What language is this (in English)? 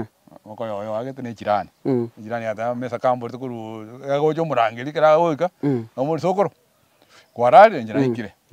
Gusii